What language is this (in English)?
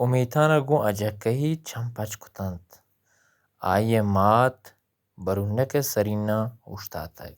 Baluchi